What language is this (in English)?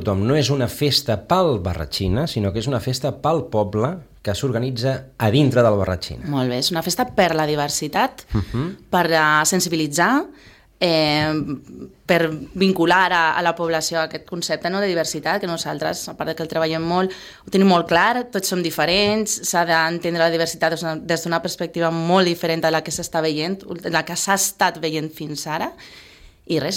Catalan